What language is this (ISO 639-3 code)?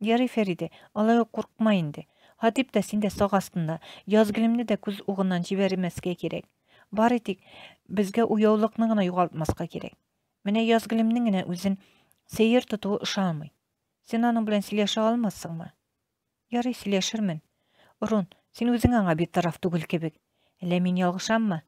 tat